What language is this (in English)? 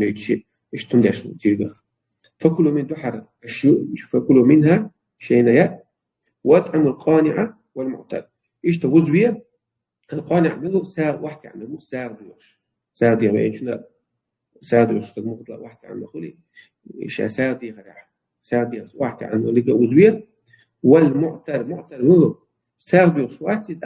Chechen